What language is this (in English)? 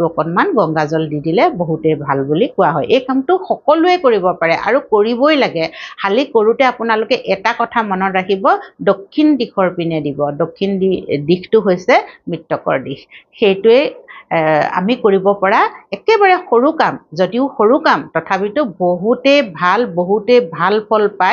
Assamese